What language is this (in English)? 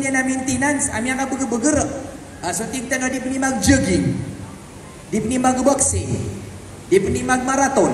Maranao